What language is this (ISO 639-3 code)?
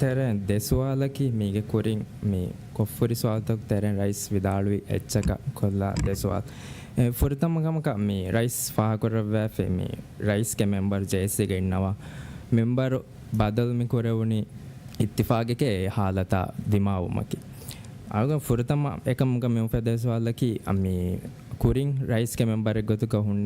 div